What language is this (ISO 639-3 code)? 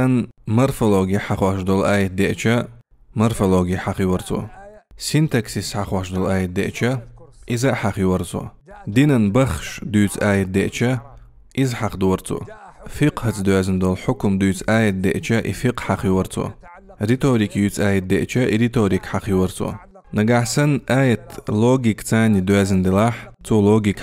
che